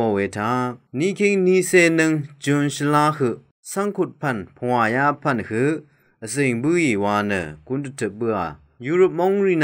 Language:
Rawang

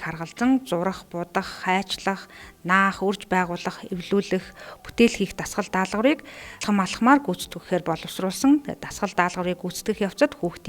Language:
Mongolian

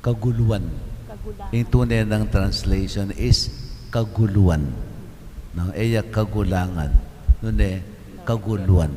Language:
Pampanga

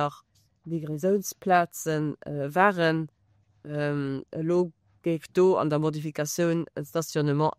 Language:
Luxembourgish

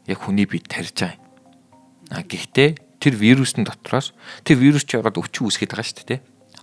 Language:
Mongolian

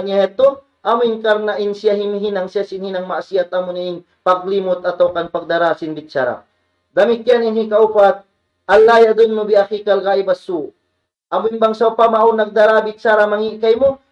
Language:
Tausug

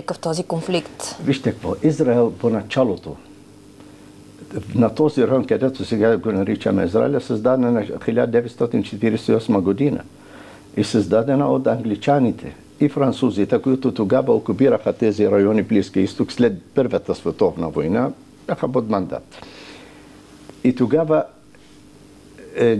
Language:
Bulgarian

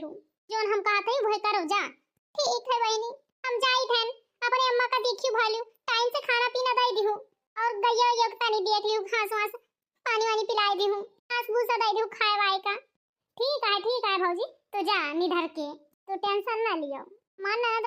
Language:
Awadhi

